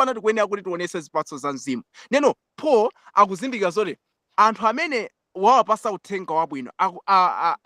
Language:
Nyanja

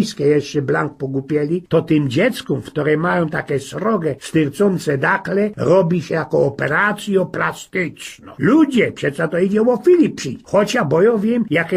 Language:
Silesian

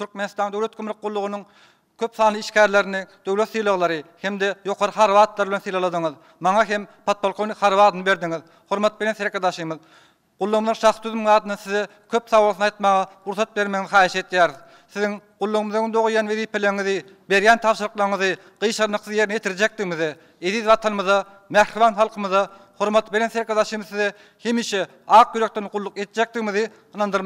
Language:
Turkmen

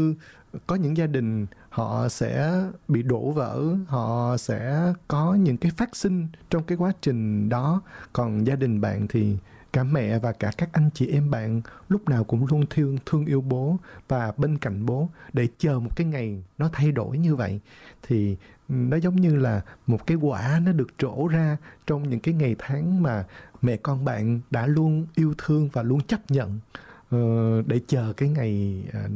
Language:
Vietnamese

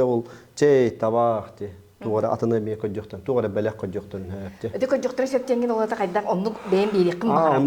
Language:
Yakut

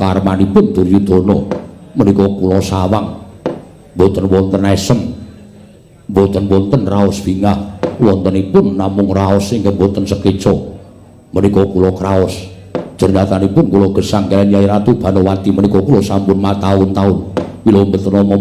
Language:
Javanese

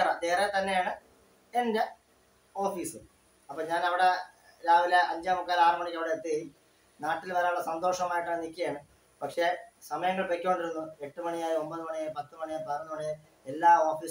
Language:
Malayalam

